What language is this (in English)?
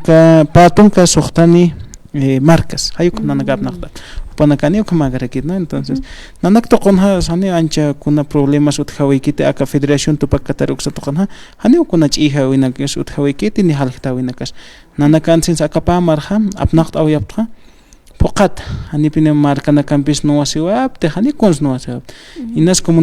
Aymara